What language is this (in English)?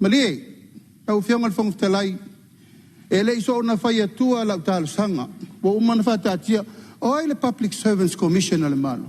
Samoan